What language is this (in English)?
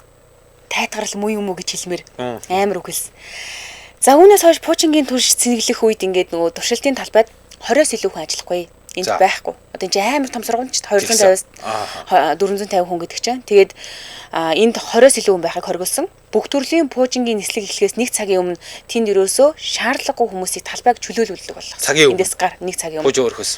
Mongolian